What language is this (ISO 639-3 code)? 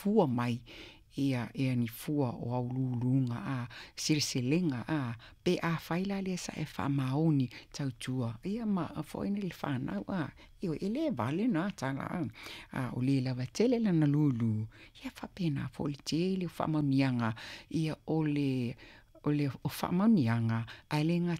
smo